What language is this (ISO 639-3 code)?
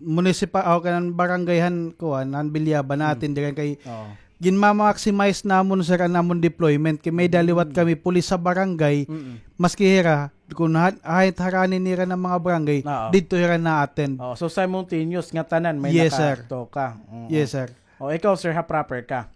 war